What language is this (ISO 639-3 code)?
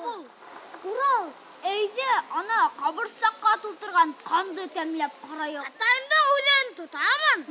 bak